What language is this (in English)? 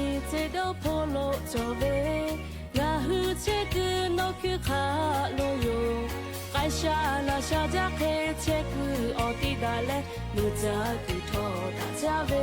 Lahu